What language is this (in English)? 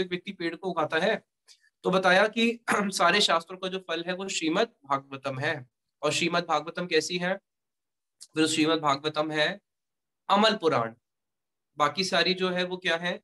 Hindi